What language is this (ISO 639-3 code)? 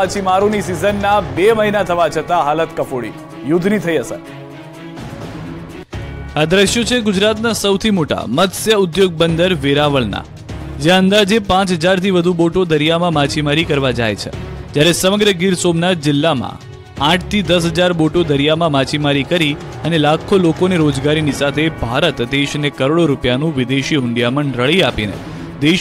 guj